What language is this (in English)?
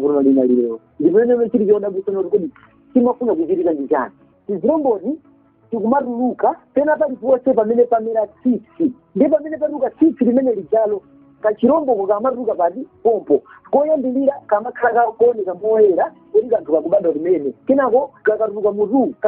Nyanja